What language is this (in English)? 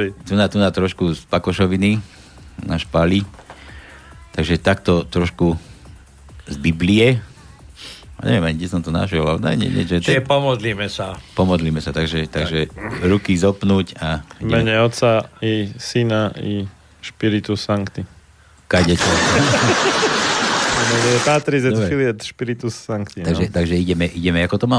Slovak